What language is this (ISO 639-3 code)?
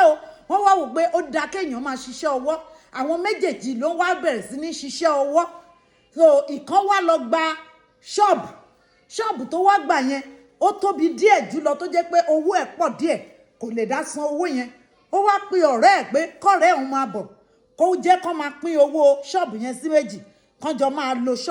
yor